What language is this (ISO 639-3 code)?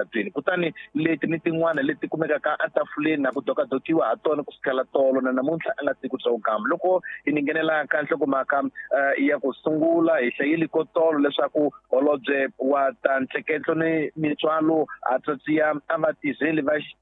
tso